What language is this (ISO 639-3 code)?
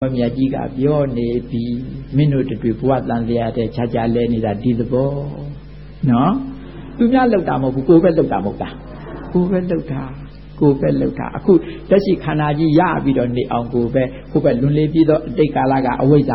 mya